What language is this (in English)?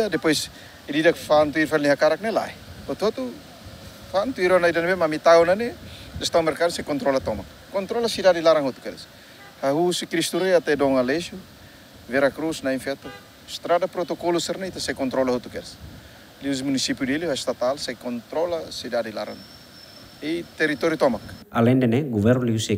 Tetum